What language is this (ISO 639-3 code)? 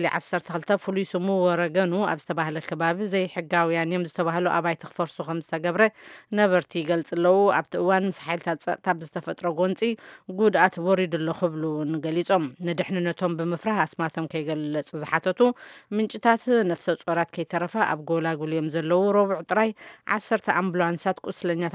tir